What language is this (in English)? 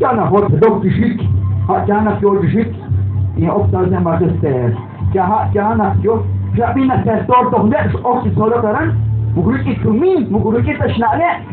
Kekchí